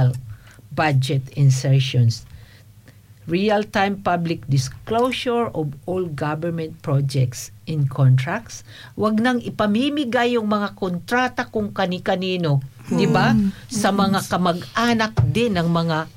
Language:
Filipino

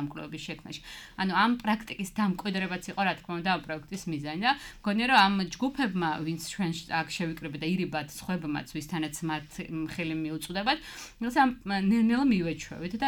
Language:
Georgian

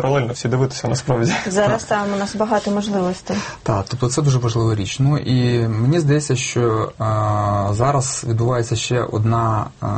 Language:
Ukrainian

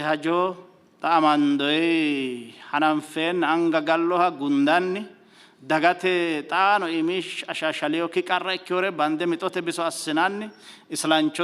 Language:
Sidamo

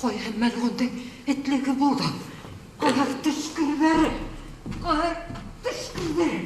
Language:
Bashkir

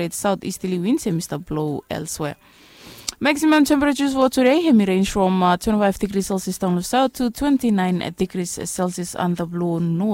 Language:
Bislama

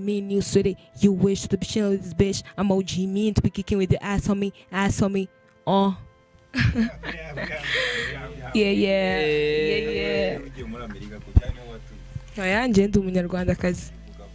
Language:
Kinyarwanda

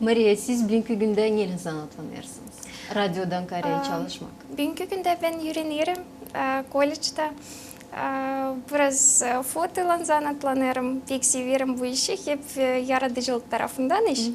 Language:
Gagauz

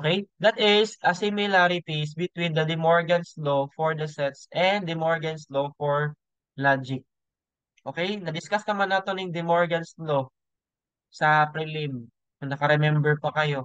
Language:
Cebuano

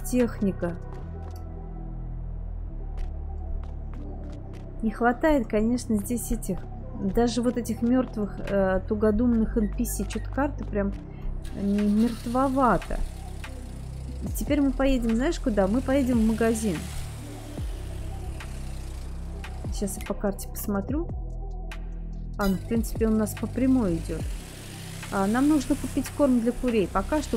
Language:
Russian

